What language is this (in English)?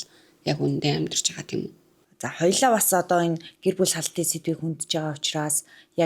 Mongolian